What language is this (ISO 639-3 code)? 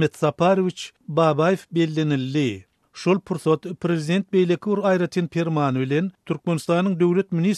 tuk